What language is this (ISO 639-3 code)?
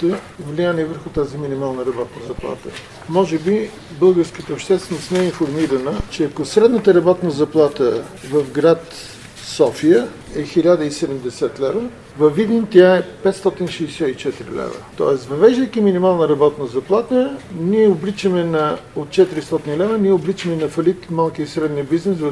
bul